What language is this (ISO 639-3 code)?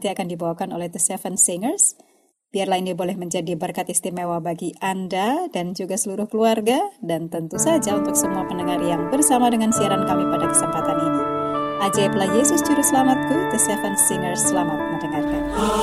ind